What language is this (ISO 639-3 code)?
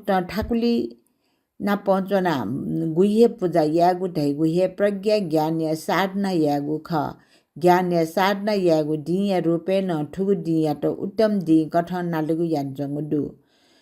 new